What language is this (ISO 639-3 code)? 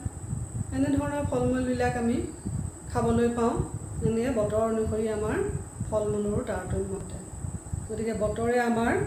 asm